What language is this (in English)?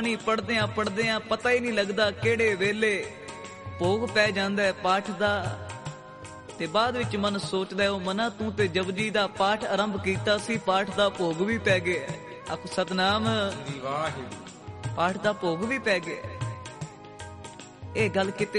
Punjabi